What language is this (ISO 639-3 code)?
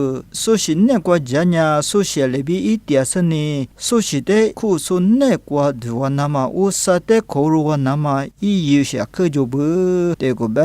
lis